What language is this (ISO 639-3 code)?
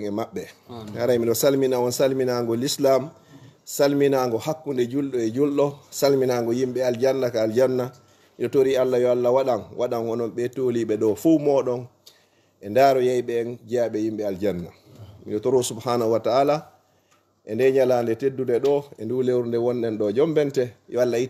ful